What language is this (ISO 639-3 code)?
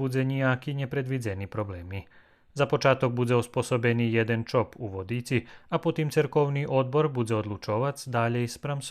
rue